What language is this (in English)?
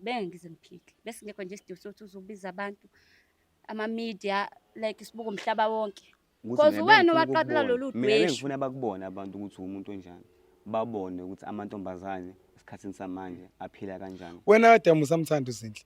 Zulu